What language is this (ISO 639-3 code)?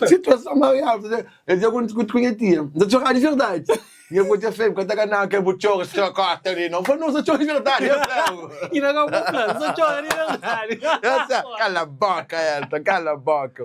kea